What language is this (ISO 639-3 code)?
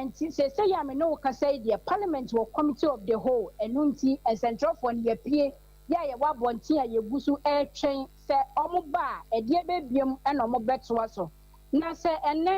aka